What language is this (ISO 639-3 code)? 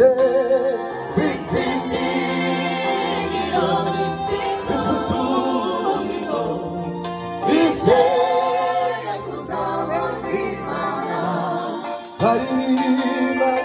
kin